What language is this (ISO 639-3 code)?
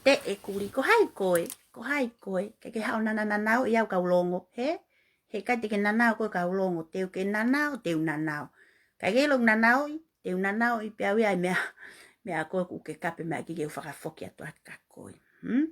ton